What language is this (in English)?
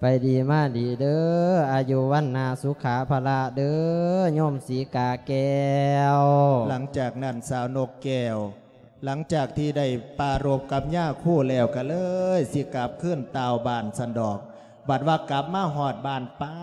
Lao